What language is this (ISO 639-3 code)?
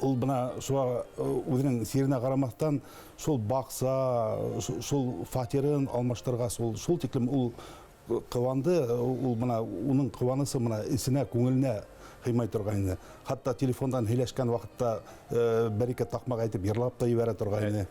bak